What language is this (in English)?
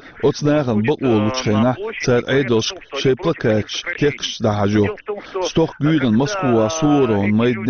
Chechen